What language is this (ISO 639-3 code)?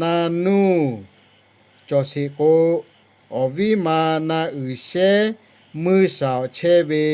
lhu